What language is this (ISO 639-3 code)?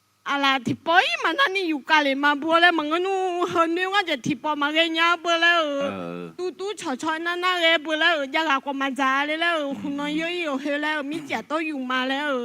ahk